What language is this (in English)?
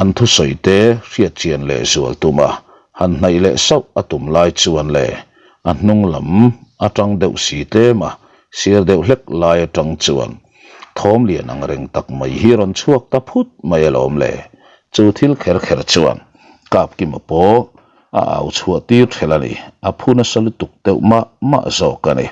Mizo